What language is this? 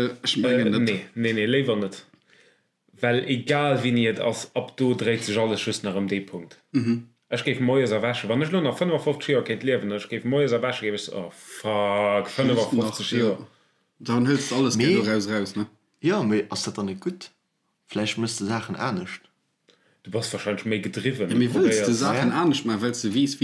Luxembourgish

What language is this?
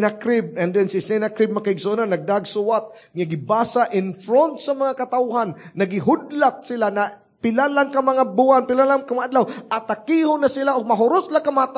Cebuano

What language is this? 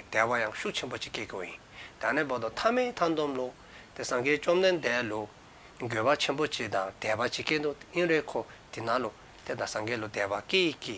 Dzongkha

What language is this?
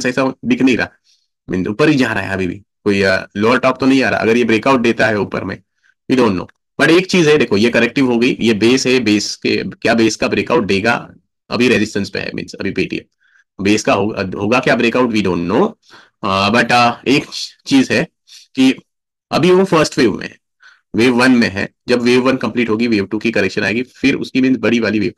Hindi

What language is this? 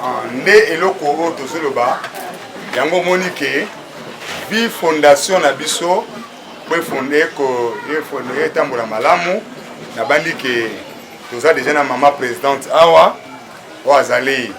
Lingala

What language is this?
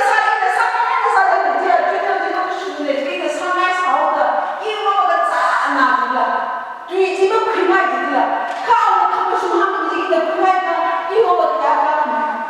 Tangkhul Naga (India)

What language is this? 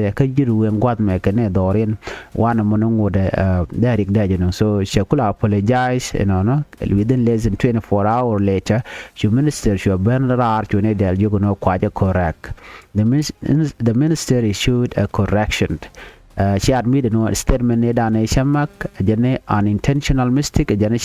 Nuer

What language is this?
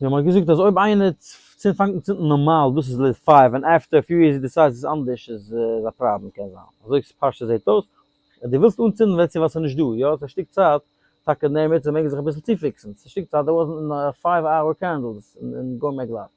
Yiddish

